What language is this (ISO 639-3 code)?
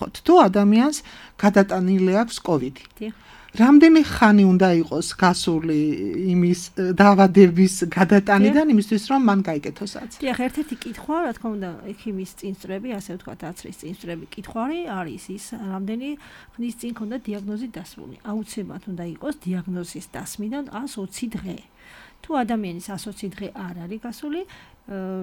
kat